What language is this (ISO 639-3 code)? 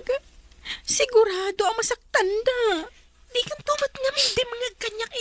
ilo